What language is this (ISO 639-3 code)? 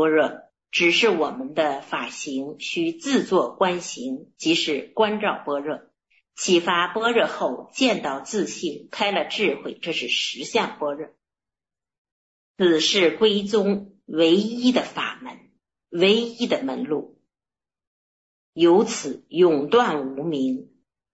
zho